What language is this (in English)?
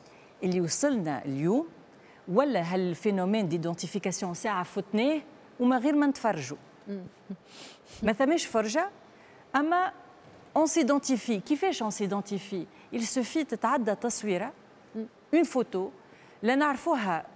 Tunisian Arabic